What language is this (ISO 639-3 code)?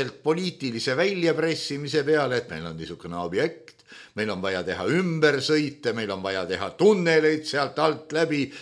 est